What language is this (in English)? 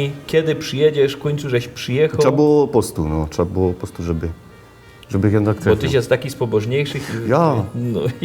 Silesian